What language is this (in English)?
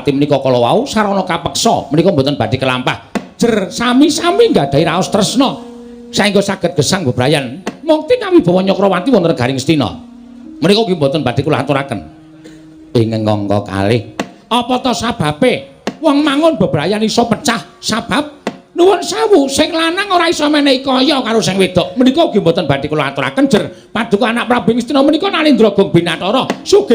Javanese